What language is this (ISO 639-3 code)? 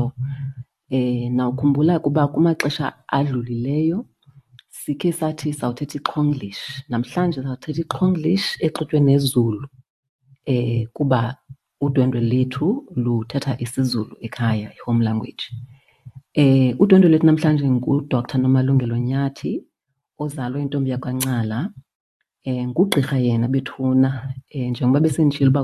xho